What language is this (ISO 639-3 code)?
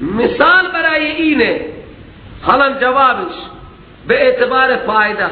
fas